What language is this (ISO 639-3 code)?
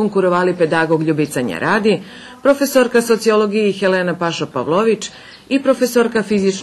rue